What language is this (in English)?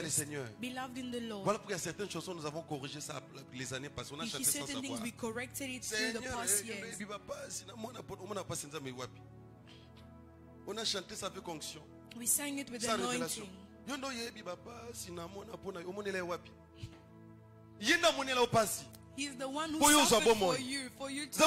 French